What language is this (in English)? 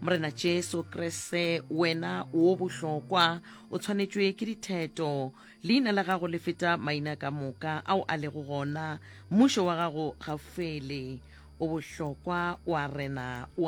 Northern Sotho